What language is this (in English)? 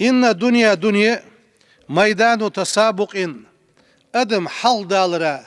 Ingush